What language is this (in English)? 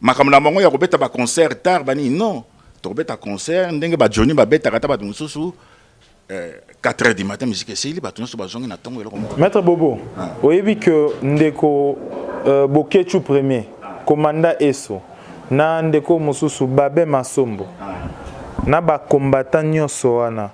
Lingala